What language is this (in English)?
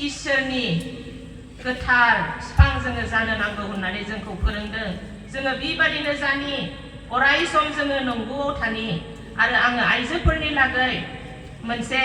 Bodo